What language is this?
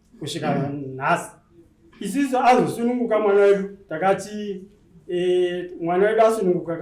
Shona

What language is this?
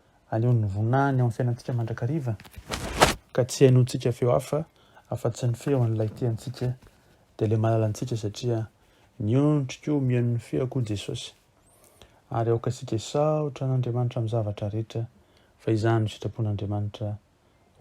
Malagasy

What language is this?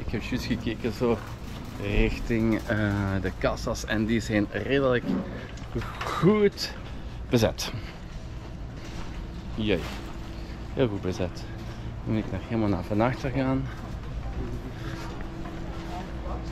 Dutch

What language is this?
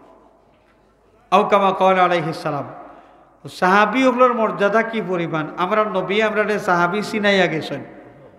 Sylheti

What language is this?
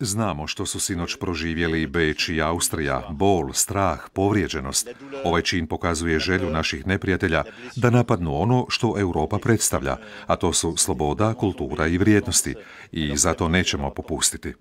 Croatian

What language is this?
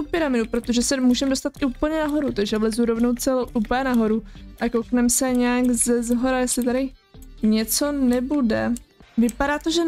Czech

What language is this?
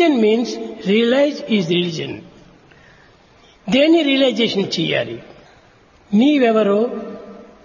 Telugu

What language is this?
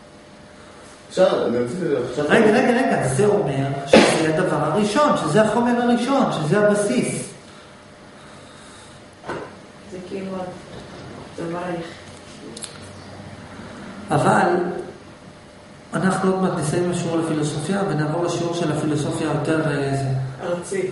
Hebrew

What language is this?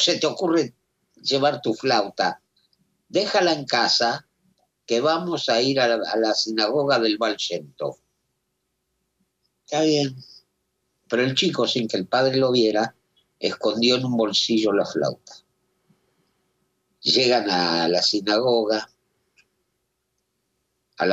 Spanish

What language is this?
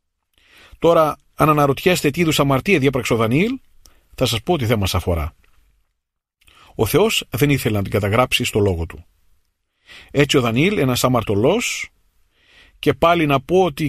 Greek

